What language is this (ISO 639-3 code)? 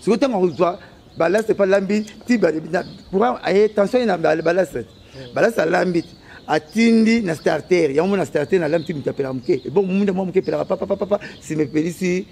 lin